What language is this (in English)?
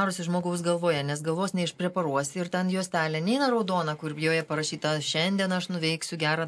Lithuanian